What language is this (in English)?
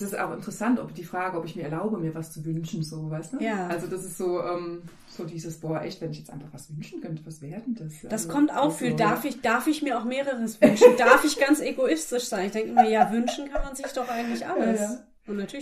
German